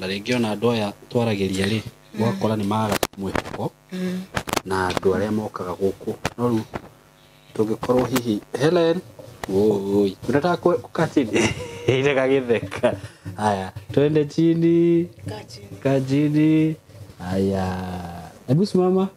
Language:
Kikuyu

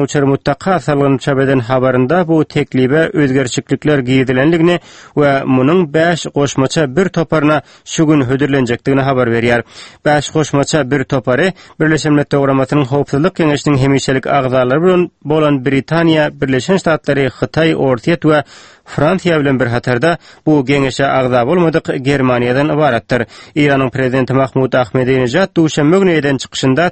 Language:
Turkmen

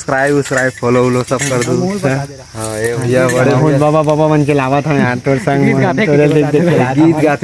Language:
Chhattisgarhi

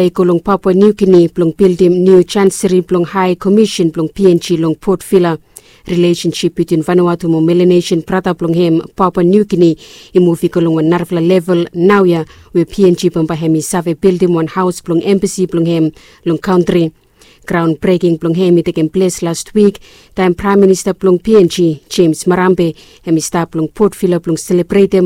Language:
Bislama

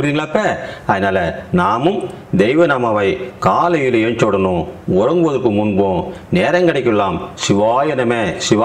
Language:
Tamil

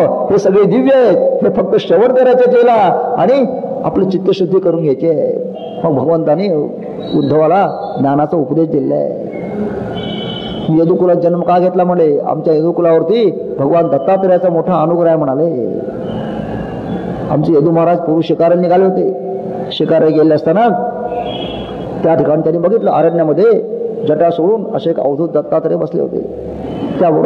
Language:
Marathi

